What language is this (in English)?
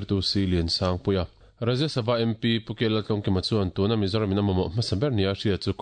Mizo